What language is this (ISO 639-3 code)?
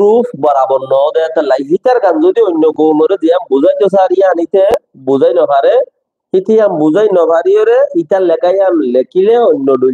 rhg